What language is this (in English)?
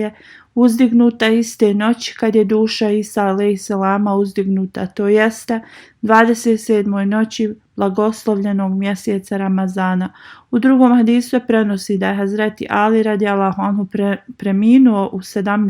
Bosnian